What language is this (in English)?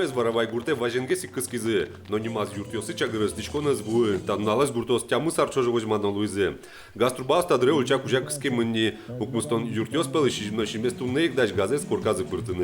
Udmurt